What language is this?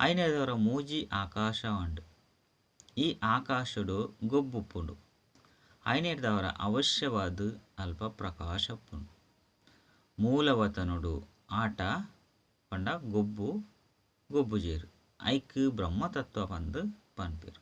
Tulu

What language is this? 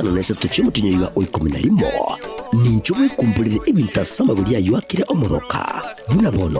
Gusii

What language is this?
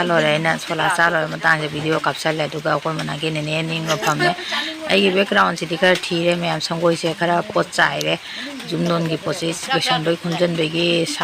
Manipuri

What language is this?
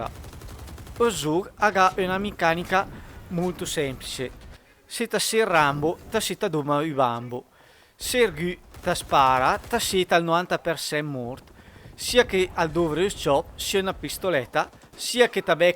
Lombard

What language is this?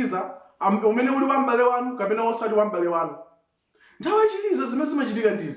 Nyanja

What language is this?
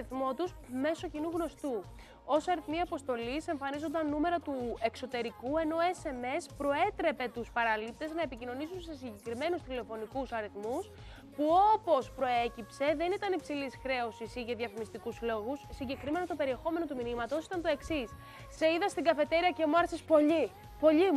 Greek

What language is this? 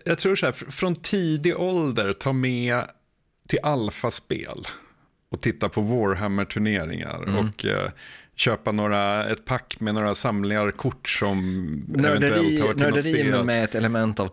Swedish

